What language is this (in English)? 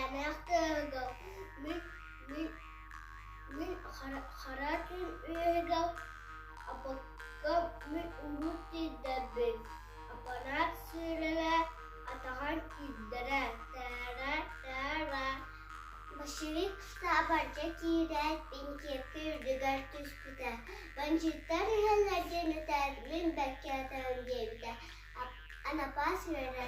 Yakut